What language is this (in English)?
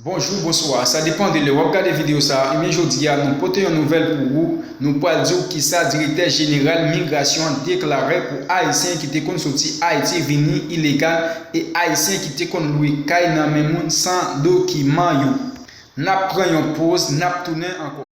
Haitian Creole